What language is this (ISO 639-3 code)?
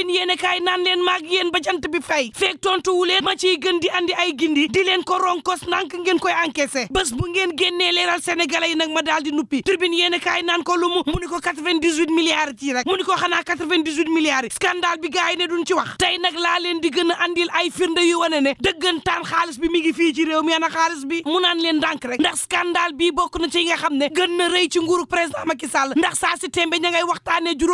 wol